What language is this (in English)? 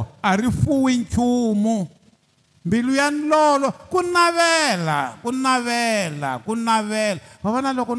Tsonga